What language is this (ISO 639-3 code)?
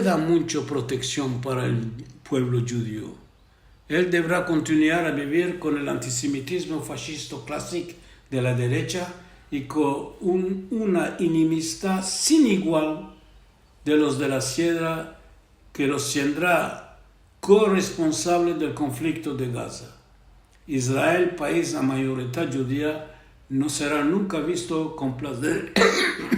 lad